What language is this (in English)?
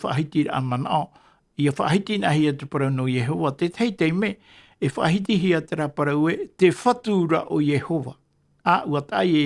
Tahitian